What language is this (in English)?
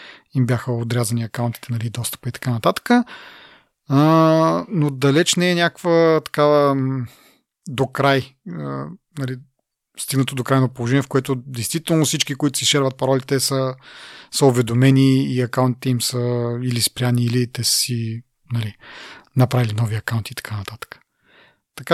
Bulgarian